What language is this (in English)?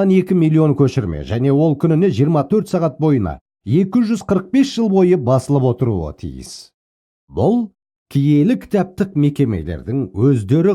Kazakh